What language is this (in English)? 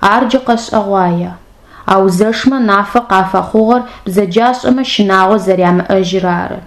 Adyghe